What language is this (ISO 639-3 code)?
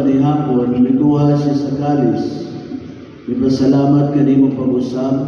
ceb